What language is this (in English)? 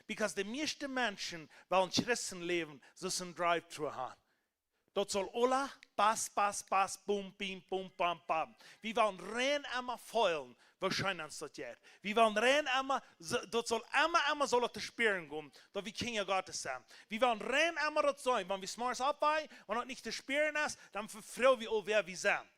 Plautdietsch